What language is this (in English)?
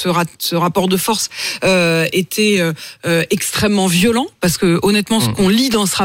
French